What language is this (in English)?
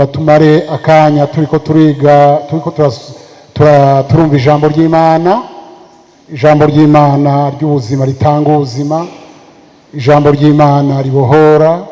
Rundi